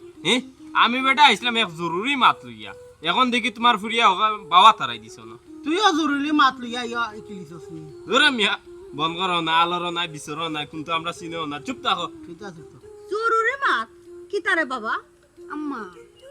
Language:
Sylheti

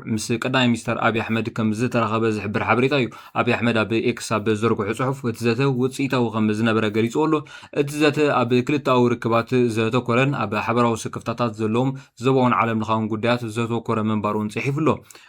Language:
Tigrinya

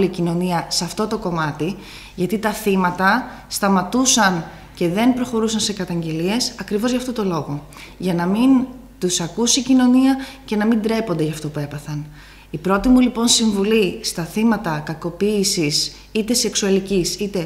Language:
Greek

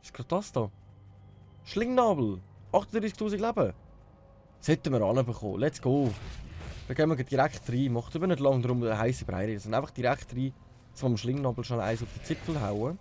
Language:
Swiss German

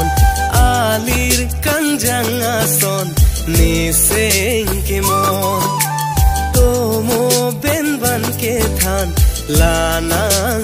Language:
Karbi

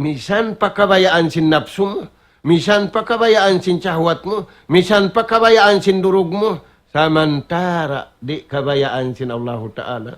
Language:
Tausug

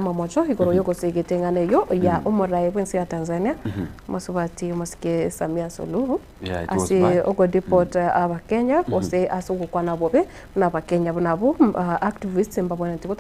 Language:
Gusii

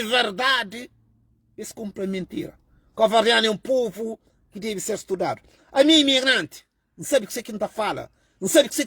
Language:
Kabuverdianu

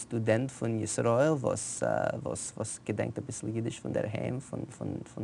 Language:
Yiddish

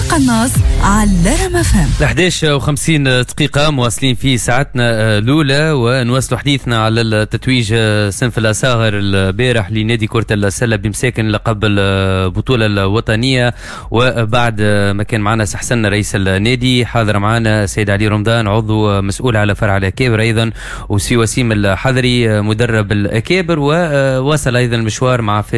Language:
Tunisian Arabic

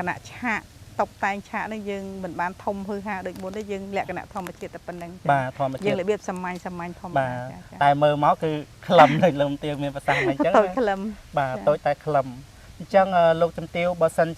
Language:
Khmer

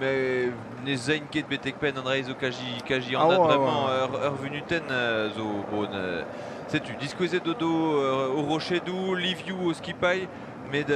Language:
Breton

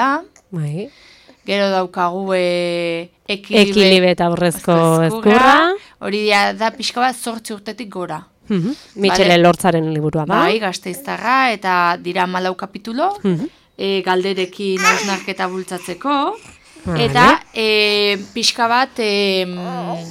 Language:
Basque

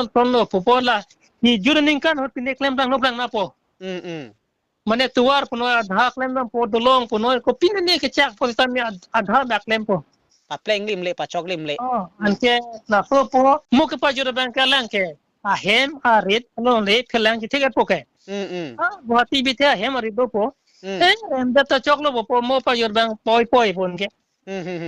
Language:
Karbi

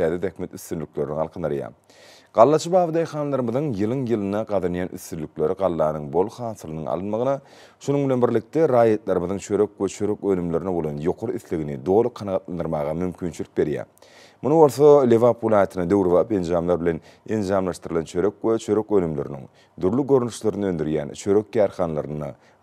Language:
Turkmen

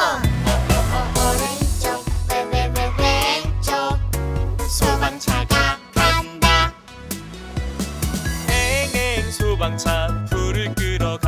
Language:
Korean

